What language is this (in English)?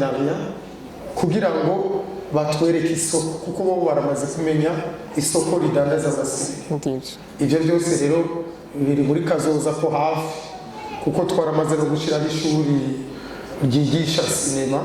Rundi